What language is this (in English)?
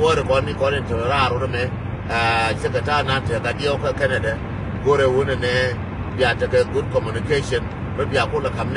Nuer